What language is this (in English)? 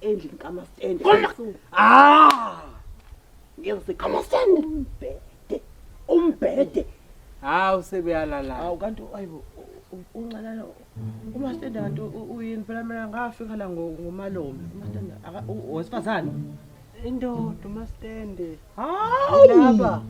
Zulu